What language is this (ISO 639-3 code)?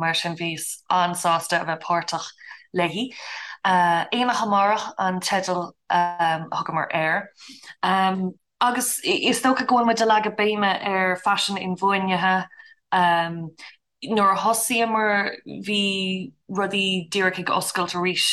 gle